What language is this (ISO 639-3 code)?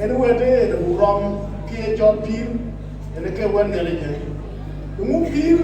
din